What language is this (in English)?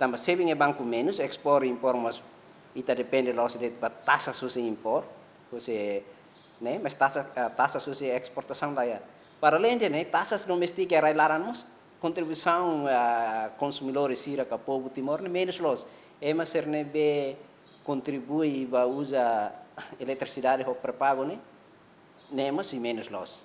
Tetum